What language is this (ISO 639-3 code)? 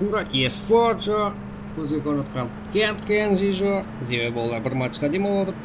kaa